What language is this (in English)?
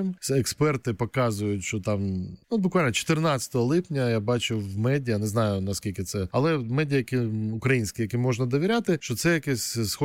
Ukrainian